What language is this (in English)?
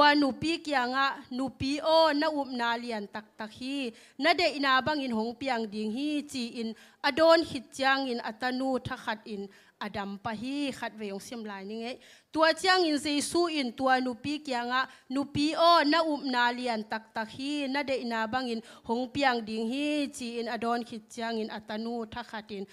Tedim Chin